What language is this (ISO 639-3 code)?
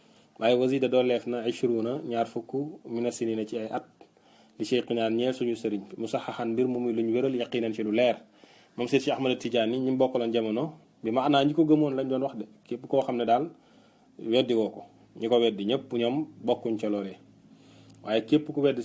wol